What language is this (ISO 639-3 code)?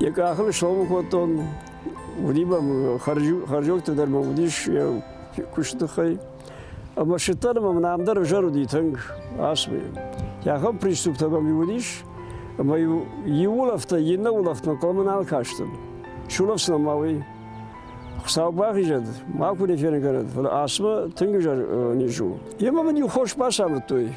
oss